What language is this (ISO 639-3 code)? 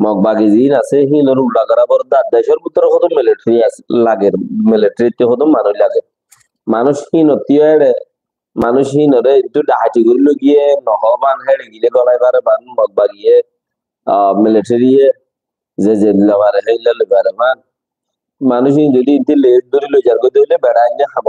rhg